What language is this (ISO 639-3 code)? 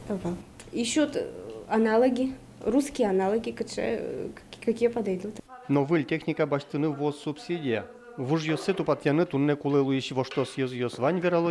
udm